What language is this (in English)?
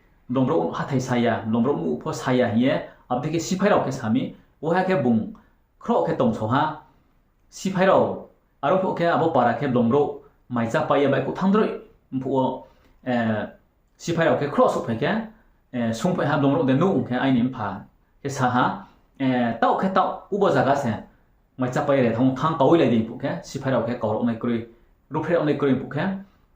Riang (India)